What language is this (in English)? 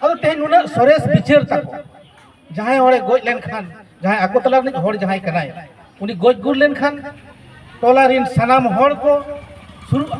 Santali